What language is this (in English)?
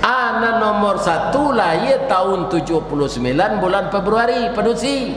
Minangkabau